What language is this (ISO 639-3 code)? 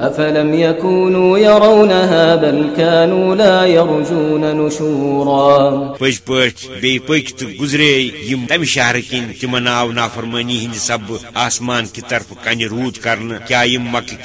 kas